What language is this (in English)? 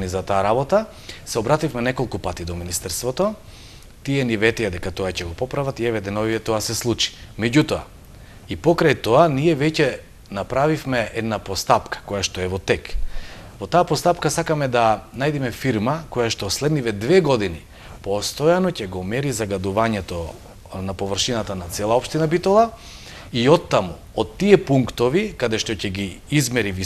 Macedonian